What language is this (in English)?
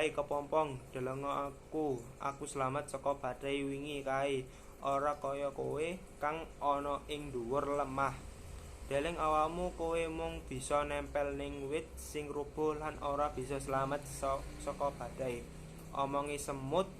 Javanese